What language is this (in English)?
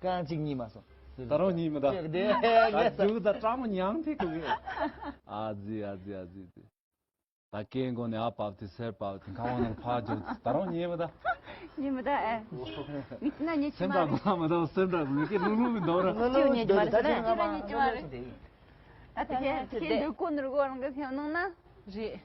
Tibetan